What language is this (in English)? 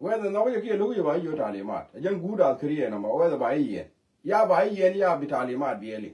Nuer